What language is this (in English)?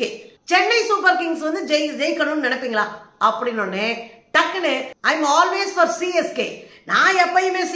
Tamil